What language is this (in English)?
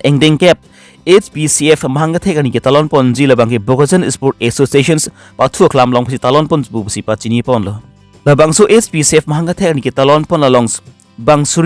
Karbi